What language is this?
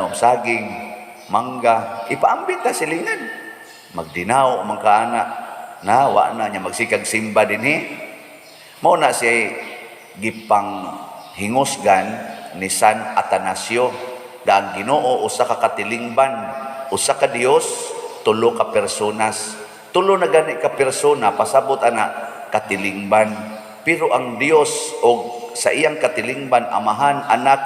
Cebuano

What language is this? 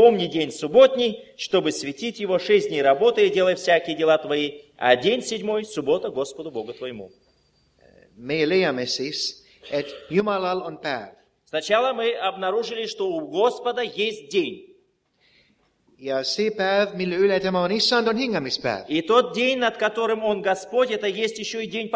Estonian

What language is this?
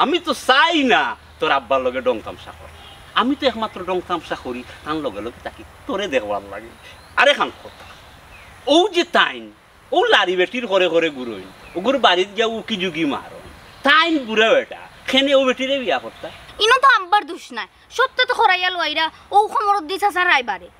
Sylheti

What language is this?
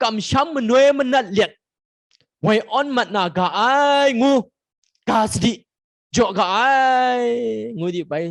Kachin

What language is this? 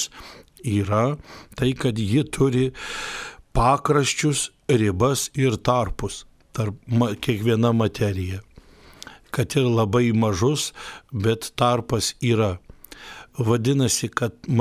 Lithuanian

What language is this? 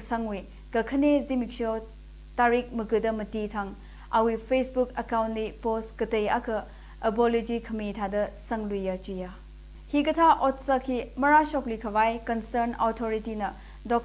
Tangkhul Naga (India)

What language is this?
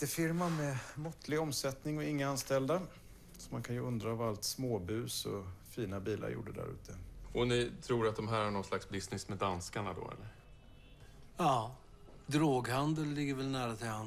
Swedish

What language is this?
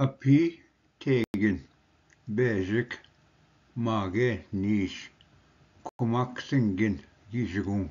Ojibwa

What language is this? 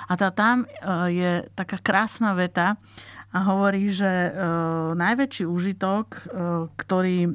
Slovak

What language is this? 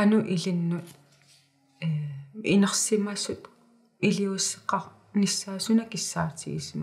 Kalaallisut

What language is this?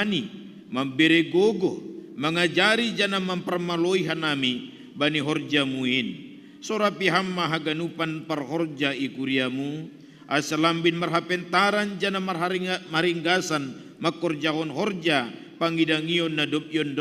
Batak Simalungun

